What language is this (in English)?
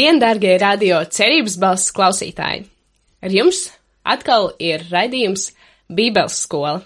Latvian